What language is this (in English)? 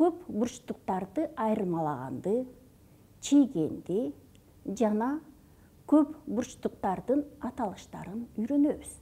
Kyrgyz